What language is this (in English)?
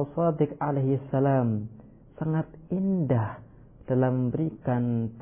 Indonesian